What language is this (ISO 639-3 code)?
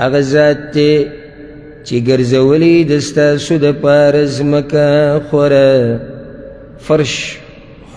pus